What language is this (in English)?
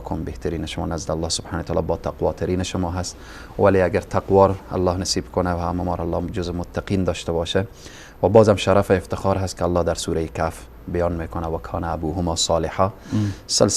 Persian